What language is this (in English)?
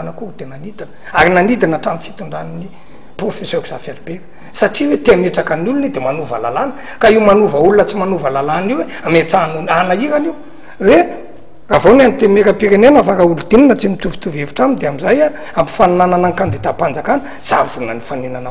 Malagasy